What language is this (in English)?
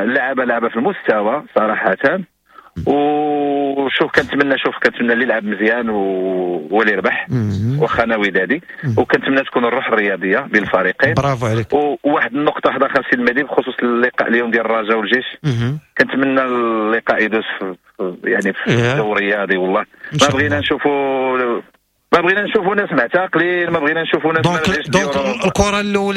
Moroccan Arabic